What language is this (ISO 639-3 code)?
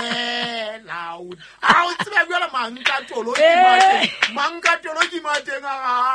sot